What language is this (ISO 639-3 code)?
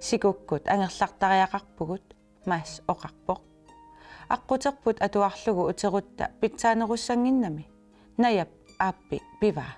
kal